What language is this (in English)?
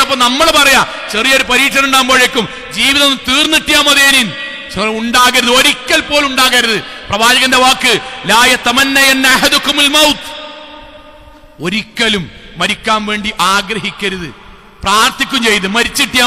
Malayalam